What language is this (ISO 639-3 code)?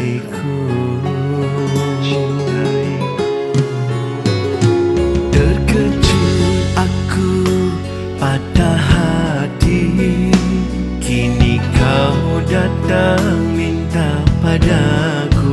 msa